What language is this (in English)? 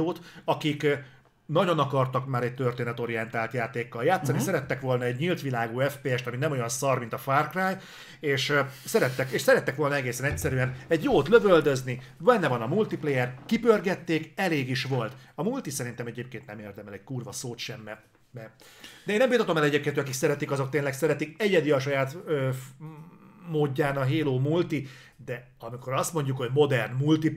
Hungarian